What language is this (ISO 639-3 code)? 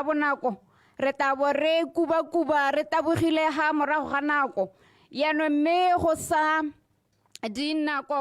tsn